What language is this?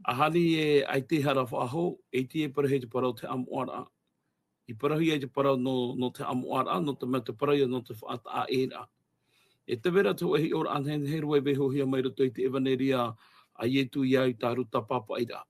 Tahitian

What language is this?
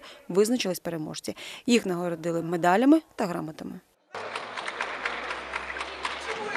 Ukrainian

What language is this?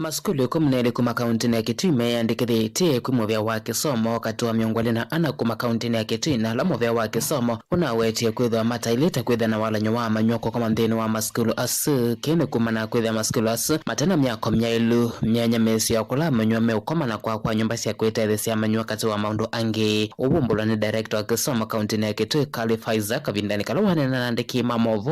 Kamba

